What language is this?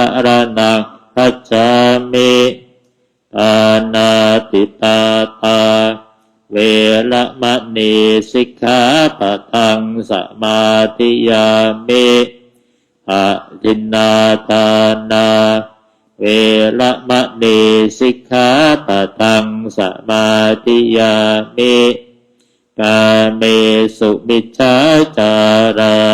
Pali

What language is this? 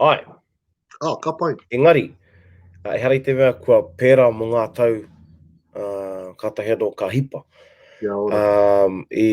Māori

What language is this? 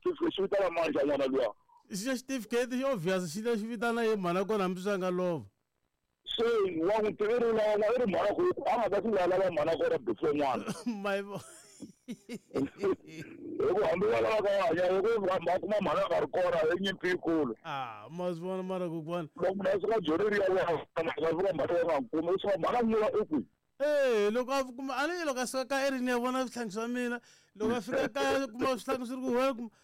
Tsonga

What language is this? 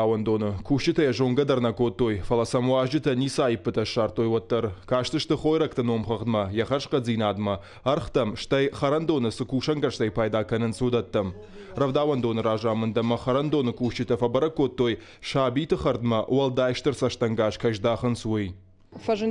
Ossetic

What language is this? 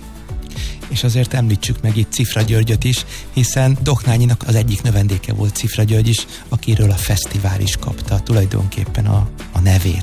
Hungarian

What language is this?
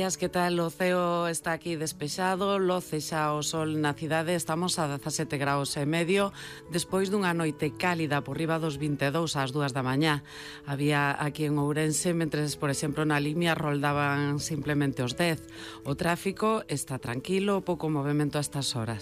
Galician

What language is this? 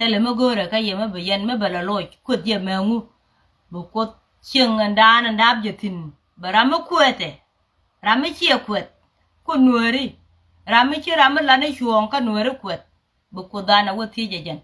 Nuer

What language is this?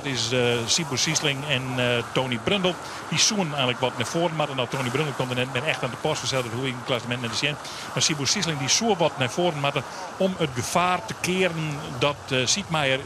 Western Frisian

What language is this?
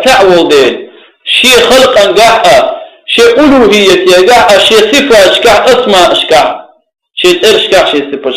Chechen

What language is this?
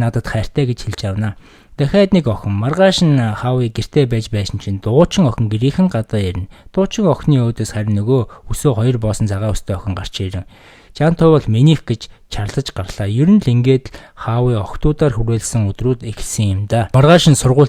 Mongolian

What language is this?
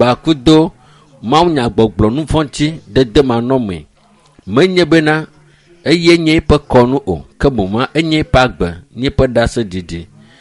Ewe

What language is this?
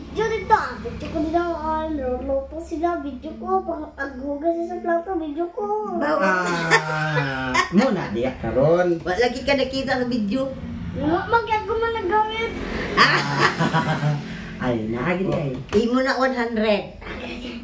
Cebuano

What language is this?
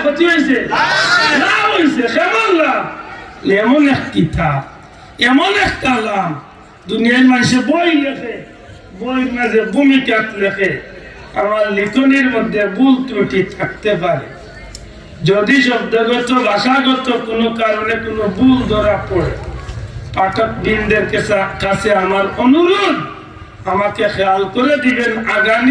Sylheti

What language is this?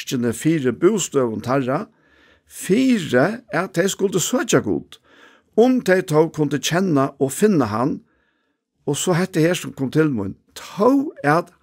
Faroese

